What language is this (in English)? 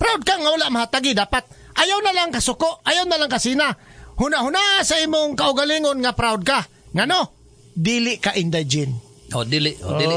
Cebuano